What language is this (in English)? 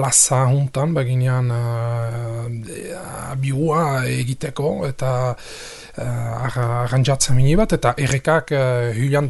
Basque